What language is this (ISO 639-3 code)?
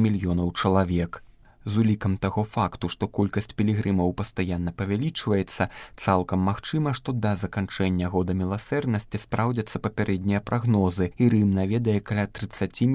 bel